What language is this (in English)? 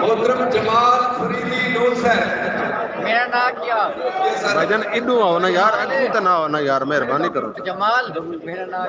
Saraiki